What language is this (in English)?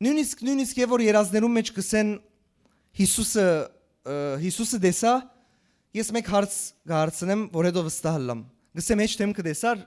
Western Armenian